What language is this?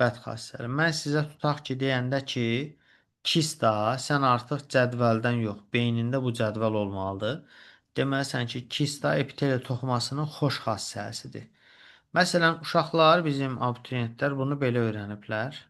Azerbaijani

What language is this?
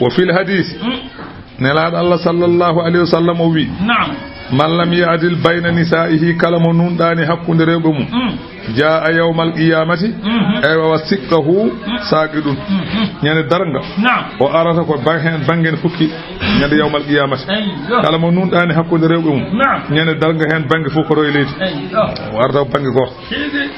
Fula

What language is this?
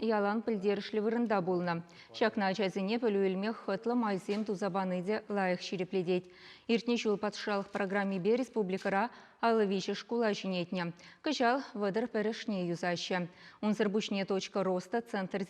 Chuvash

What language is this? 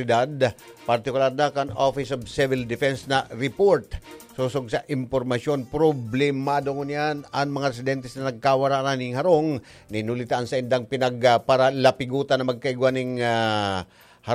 Bikol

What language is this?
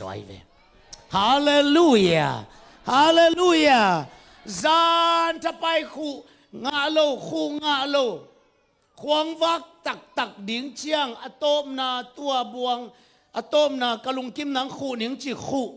Tedim Chin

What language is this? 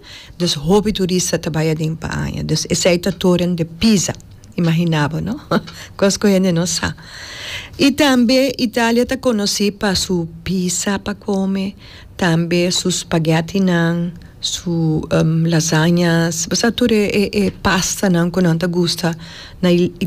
Papiamento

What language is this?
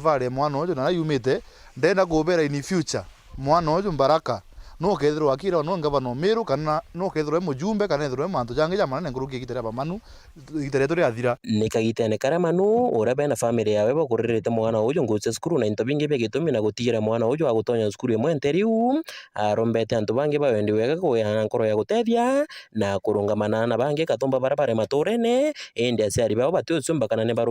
Meru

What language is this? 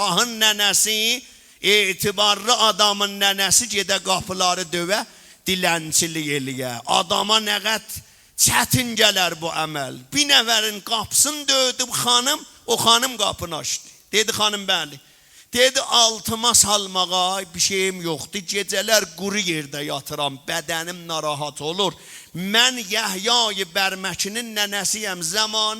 South Azerbaijani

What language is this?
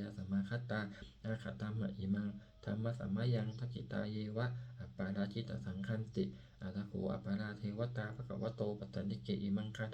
Pali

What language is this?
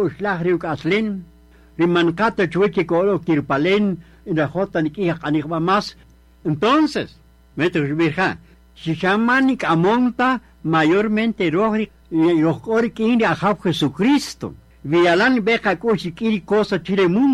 Kaqchikel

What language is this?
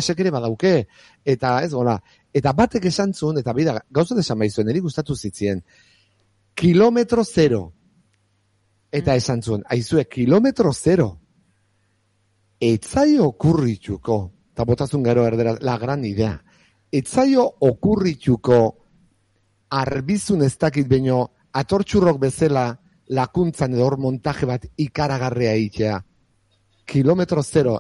Basque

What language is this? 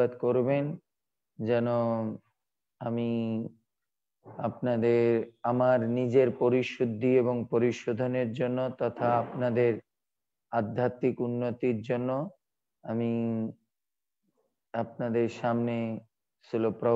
Bangla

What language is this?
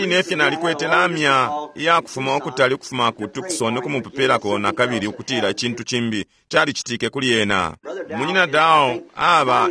Bemba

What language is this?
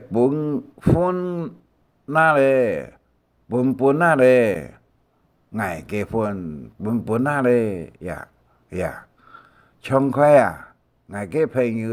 Hakka Chinese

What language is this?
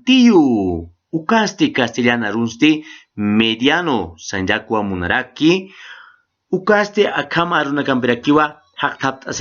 Aymara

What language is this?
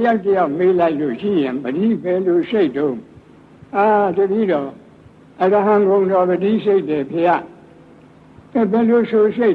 Burmese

